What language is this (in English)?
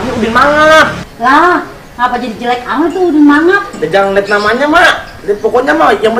Betawi